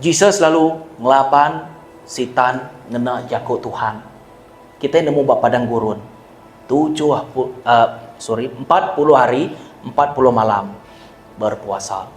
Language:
Iban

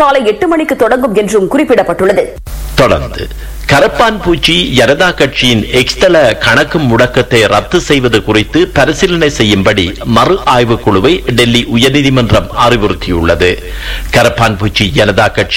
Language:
Tamil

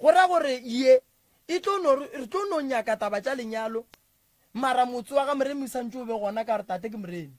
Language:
Northern Sotho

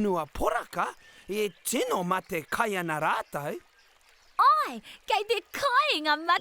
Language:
Māori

